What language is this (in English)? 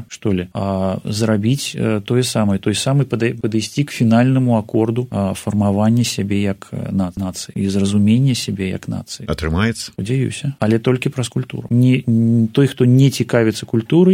Belarusian